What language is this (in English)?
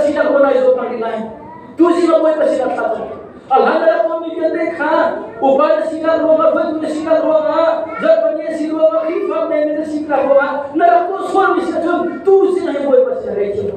Hakha Chin